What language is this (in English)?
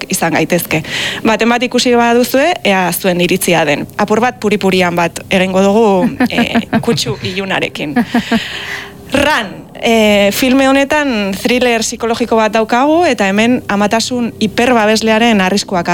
Basque